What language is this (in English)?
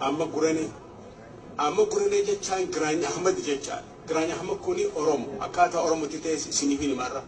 Oromo